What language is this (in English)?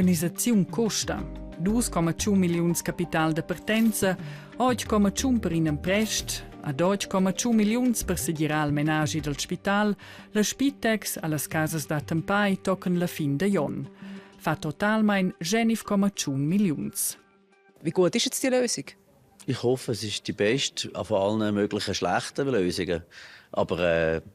Romansh